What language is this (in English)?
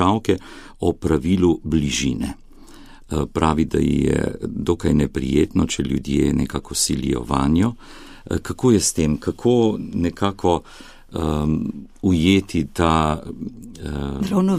Slovenian